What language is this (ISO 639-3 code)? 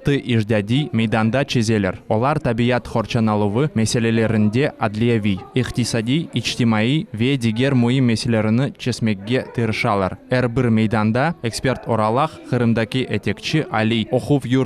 crh